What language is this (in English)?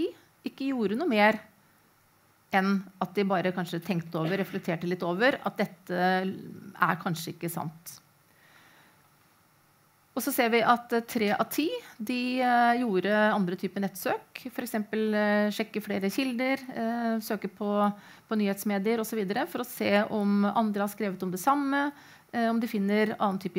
Norwegian